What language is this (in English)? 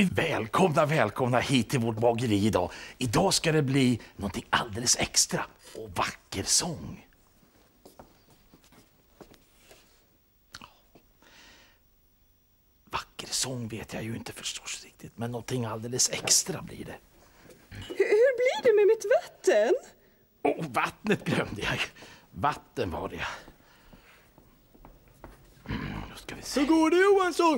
Swedish